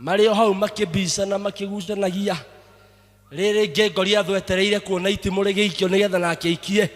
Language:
Kikuyu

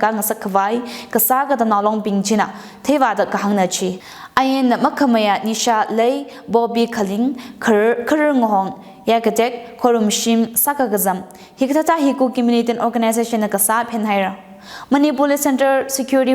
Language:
Tangkhul Naga (India)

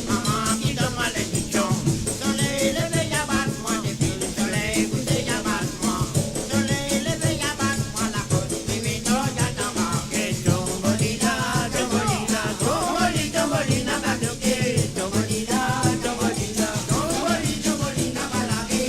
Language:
Morisyen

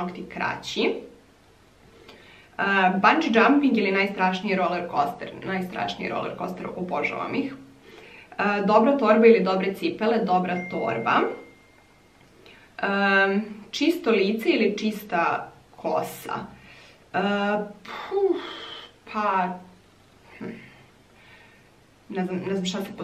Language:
Croatian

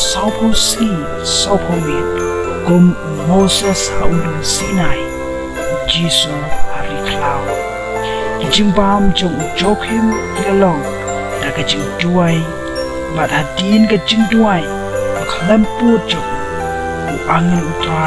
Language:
Khasi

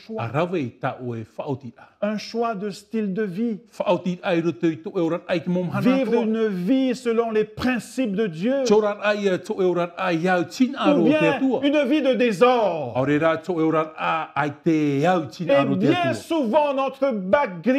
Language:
Tahitian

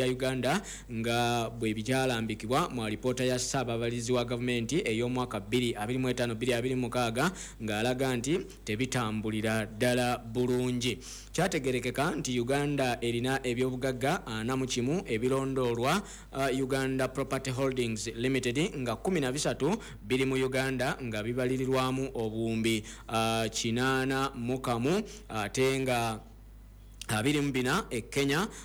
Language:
Ganda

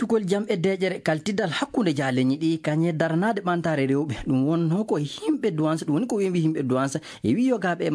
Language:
Nigerian Fulfulde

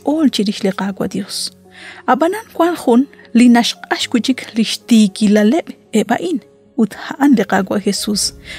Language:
Kekchí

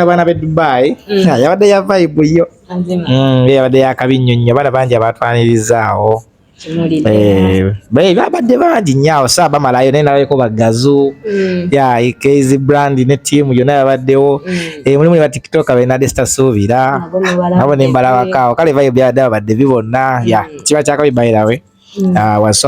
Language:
Ganda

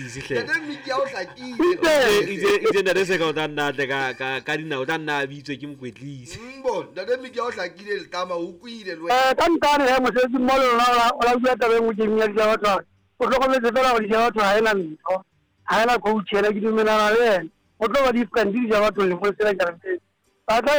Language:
Southern Sotho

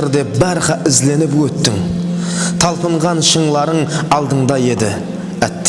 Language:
Kara-Kalpak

